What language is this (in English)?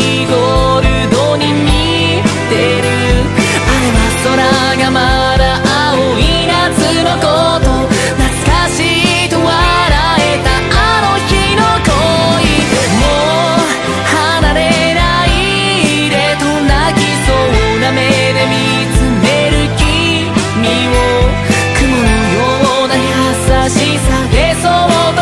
Japanese